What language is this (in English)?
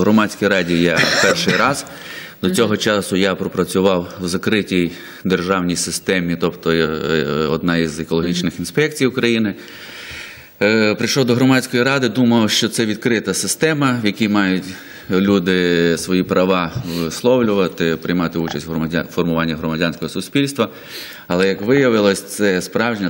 Ukrainian